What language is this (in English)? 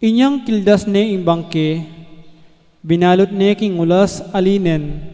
Pampanga